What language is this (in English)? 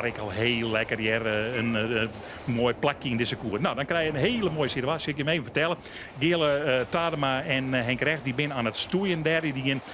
Western Frisian